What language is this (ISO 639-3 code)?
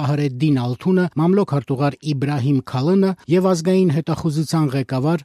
hye